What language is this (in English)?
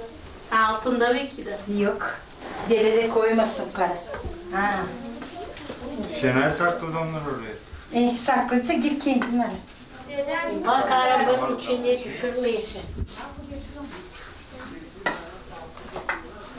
Turkish